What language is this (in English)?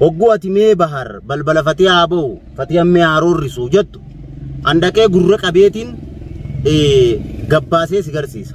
Oromo